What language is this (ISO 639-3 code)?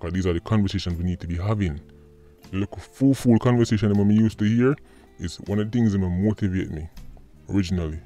jam